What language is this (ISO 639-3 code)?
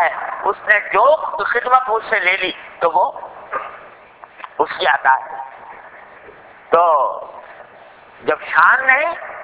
urd